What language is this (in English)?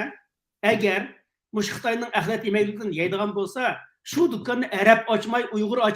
Uyghur